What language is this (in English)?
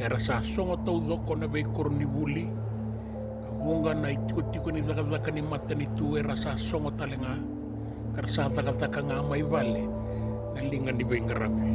Fijian